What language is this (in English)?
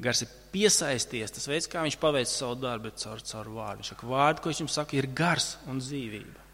Latvian